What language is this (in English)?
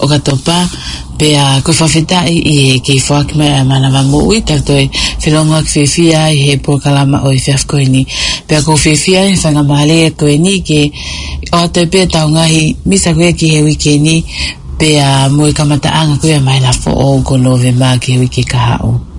Tongan